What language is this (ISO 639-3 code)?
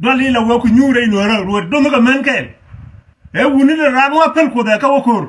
nus